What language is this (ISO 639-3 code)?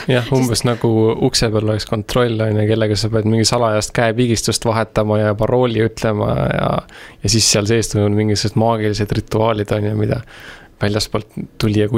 est